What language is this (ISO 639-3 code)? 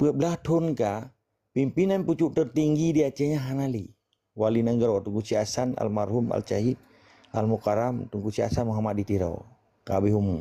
ace